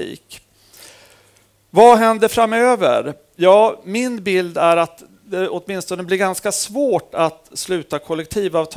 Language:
Swedish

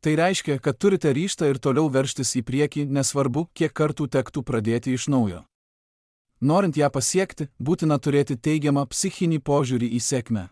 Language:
Lithuanian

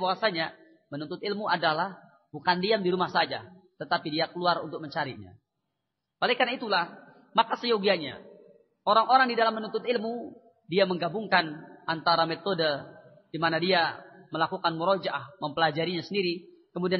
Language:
Indonesian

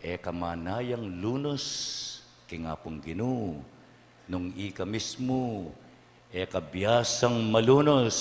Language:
Pampanga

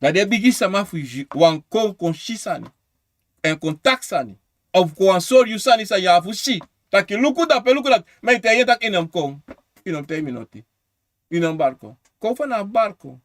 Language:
Sranan Tongo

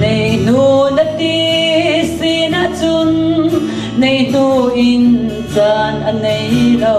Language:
Falam Chin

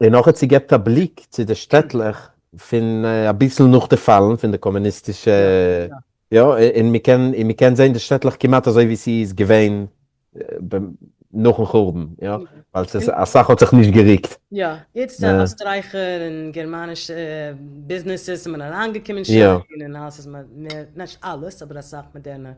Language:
Yiddish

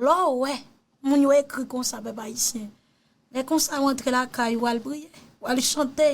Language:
Haitian Creole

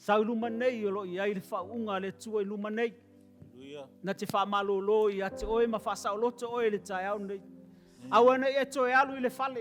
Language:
Samoan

